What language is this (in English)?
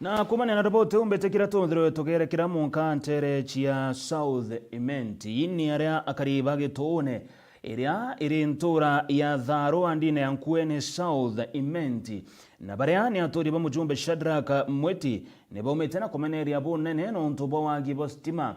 Meru